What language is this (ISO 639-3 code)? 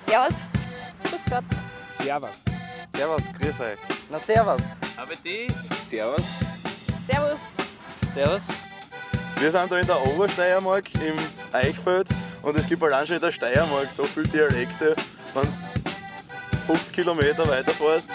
bar